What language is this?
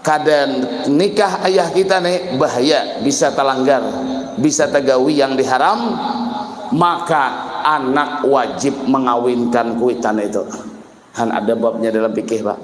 Banjar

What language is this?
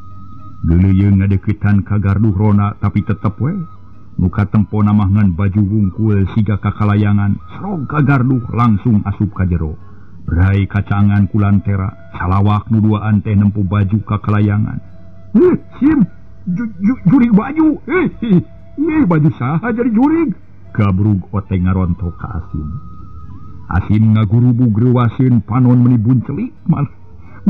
Sundanese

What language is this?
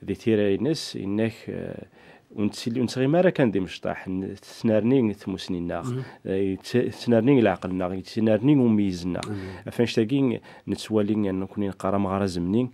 Kabyle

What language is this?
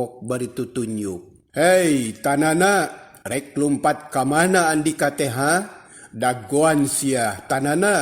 Sundanese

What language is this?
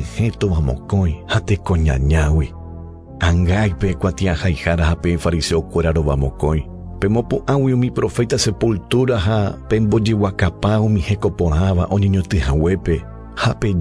Guarani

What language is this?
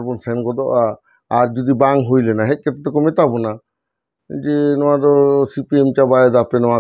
Santali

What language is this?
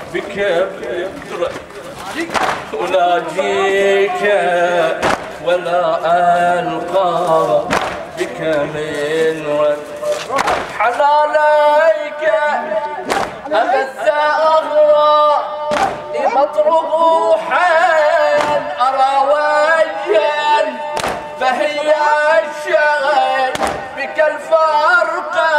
Arabic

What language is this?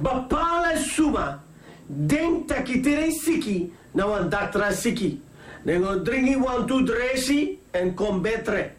Sranan Tongo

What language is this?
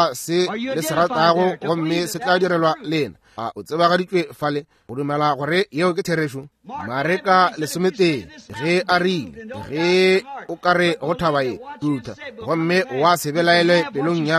Northern Sotho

